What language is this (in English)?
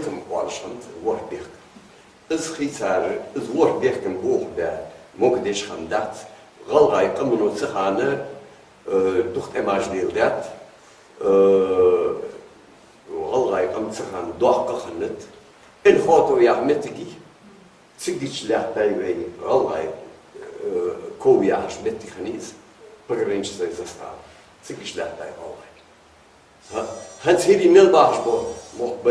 Ingush